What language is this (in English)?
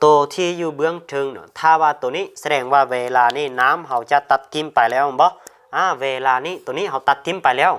Lao